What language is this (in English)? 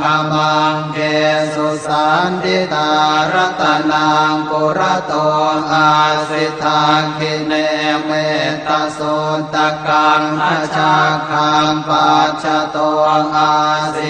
Pali